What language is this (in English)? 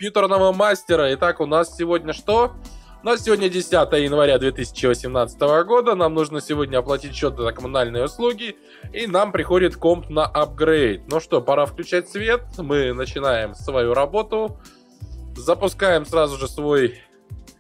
Russian